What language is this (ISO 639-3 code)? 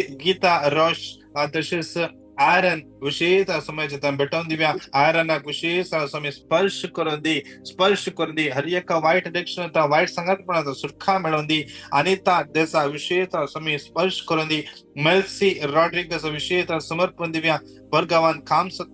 kok